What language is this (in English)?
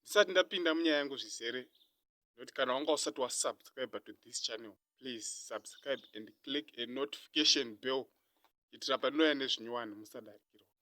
Shona